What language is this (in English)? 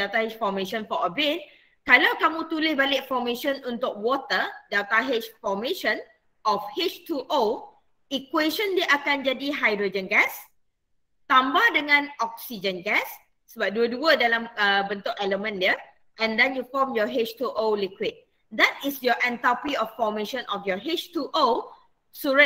Malay